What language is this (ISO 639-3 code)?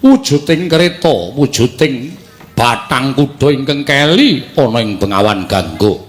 jav